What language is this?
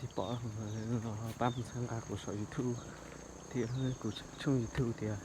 Hmong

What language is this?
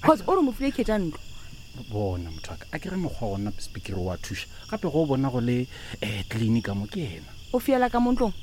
Northern Sotho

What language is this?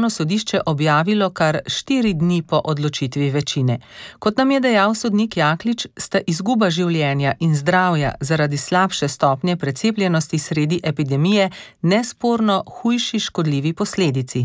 Slovenian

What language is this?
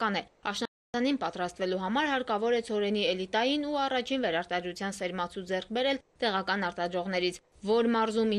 Armenian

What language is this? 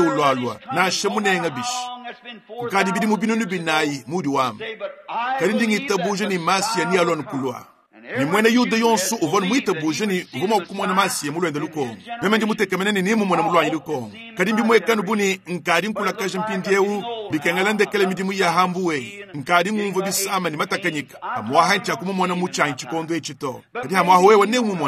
Luba-Lulua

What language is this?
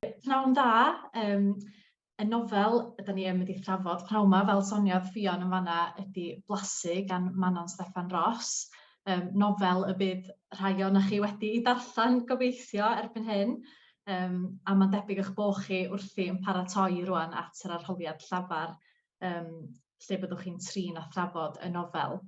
Welsh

